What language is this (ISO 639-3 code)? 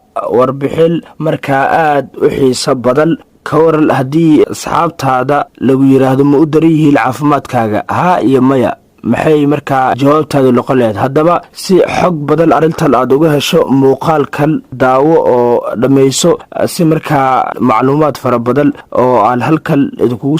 som